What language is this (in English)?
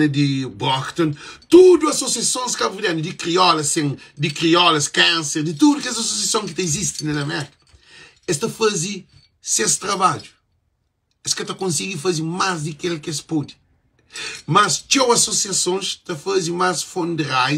Kabuverdianu